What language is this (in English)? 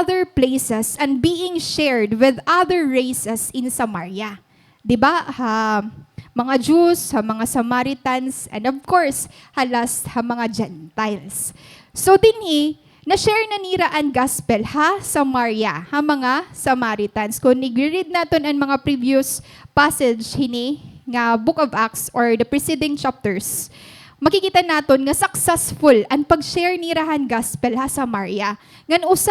Waray